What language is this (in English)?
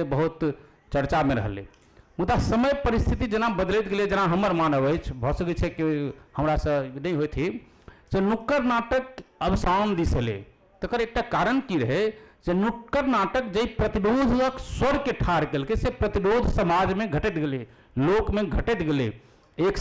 Maithili